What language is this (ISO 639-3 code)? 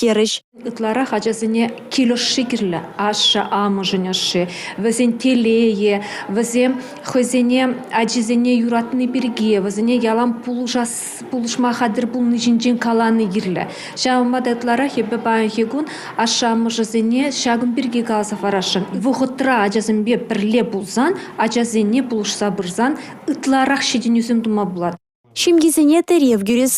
chv